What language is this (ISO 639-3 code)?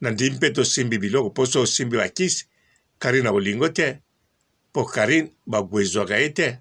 lin